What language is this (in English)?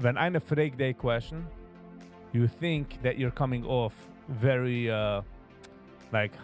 Yiddish